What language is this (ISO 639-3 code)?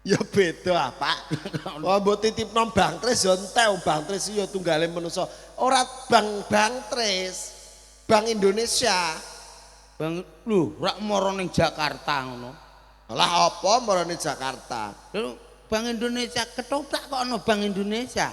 jav